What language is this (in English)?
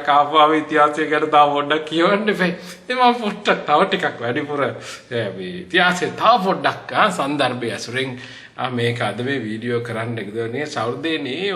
Sinhala